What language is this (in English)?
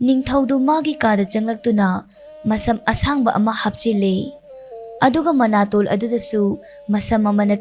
Manipuri